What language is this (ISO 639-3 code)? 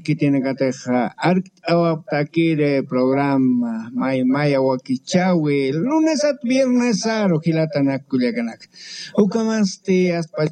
aym